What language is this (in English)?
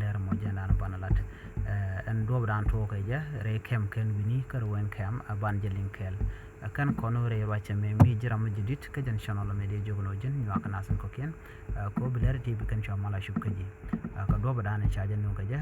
Nuer